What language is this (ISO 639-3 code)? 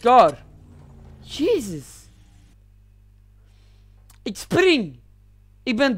nld